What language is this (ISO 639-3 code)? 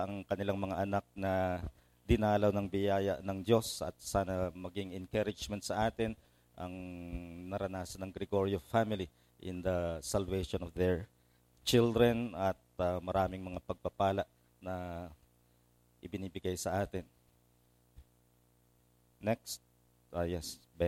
fil